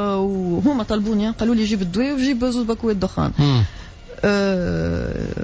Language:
Tunisian Arabic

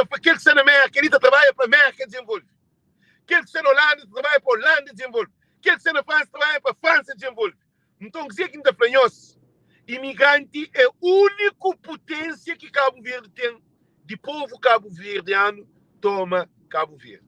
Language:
Kabuverdianu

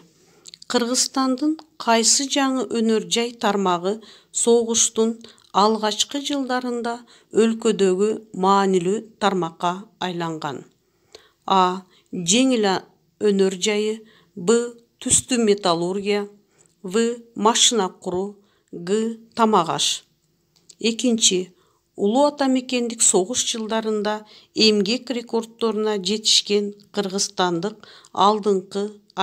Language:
Kyrgyz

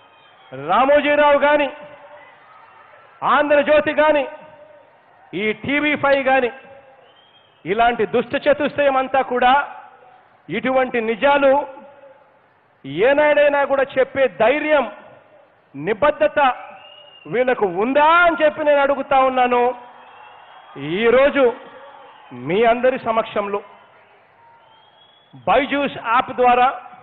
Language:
Telugu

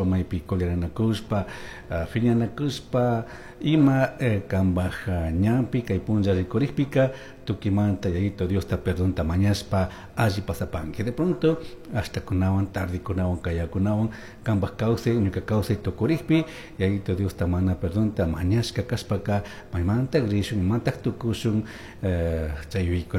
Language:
Chimborazo Highland Quichua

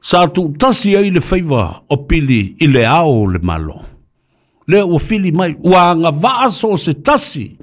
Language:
Samoan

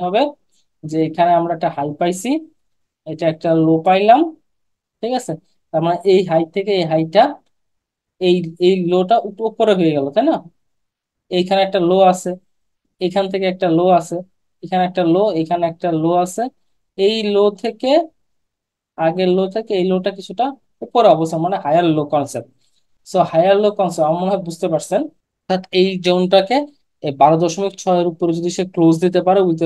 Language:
Bangla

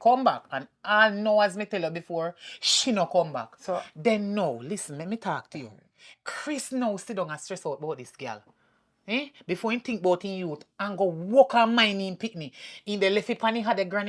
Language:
Jamaican Creole English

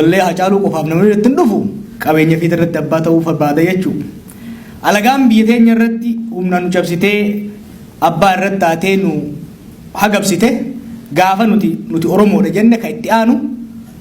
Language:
Oromo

